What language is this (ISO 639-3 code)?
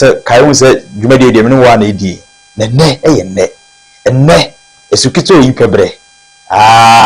aka